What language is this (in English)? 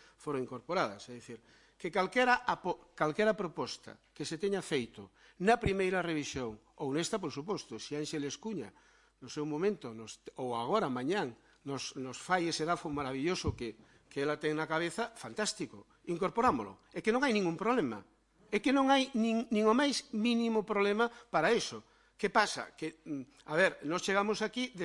Galician